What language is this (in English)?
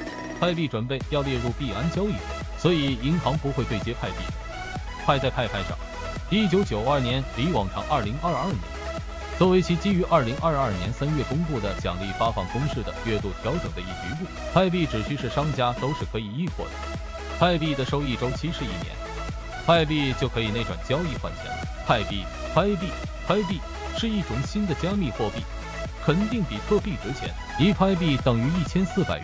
Chinese